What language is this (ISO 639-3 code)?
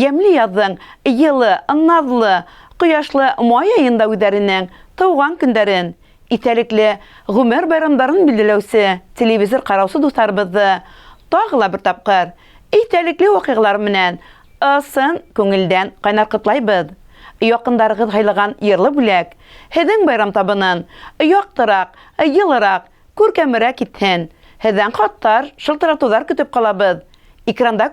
bak